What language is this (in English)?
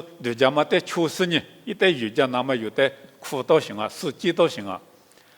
Lisu